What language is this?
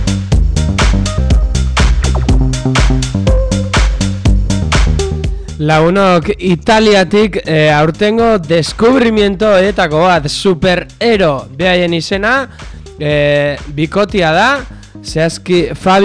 Basque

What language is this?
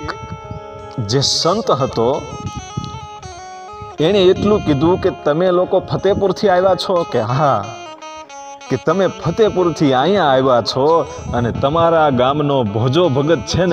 Gujarati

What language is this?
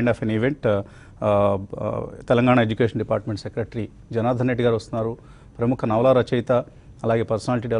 Telugu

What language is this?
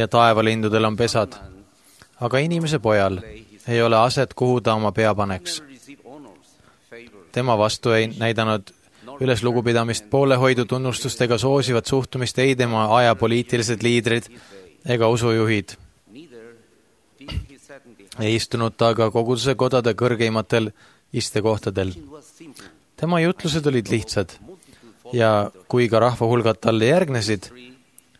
Estonian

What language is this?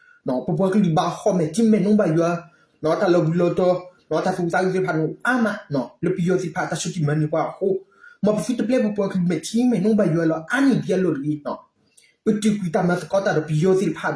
S'gaw Karen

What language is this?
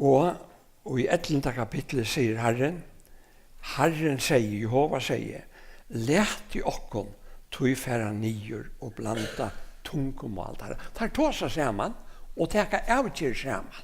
Faroese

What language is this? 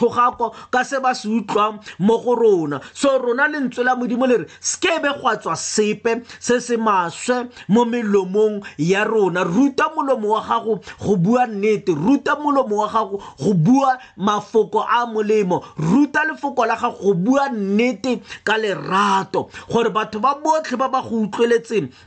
Tswana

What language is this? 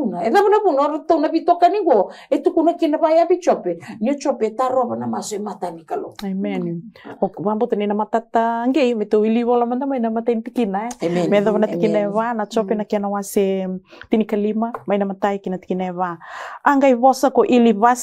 Fijian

